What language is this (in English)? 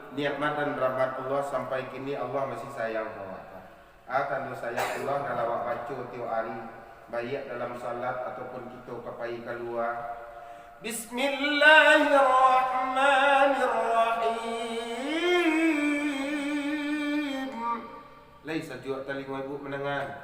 Minangkabau